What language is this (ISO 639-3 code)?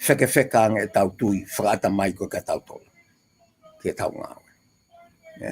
ton